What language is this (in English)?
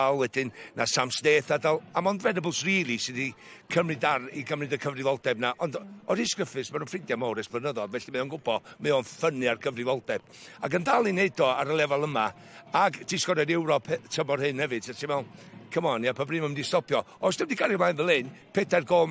Welsh